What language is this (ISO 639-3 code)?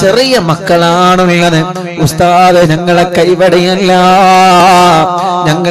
mal